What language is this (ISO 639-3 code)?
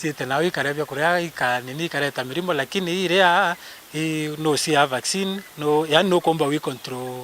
mer